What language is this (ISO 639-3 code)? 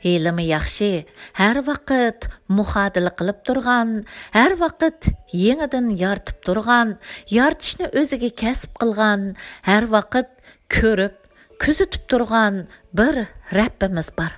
uig